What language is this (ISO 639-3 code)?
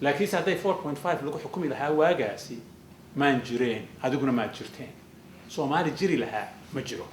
som